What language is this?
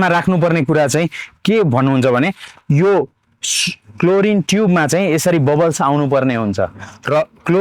Nepali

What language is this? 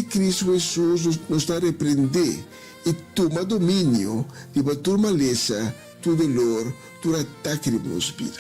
Papiamento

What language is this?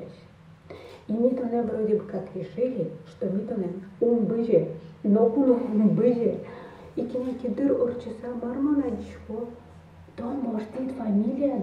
Udmurt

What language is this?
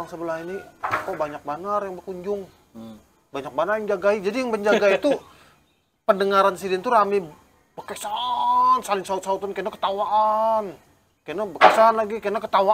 Banjar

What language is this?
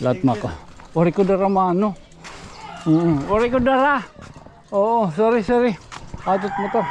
Waray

